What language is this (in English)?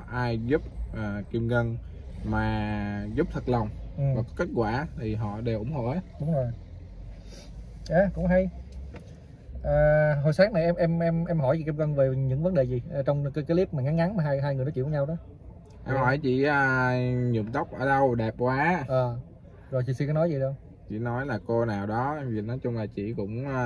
Vietnamese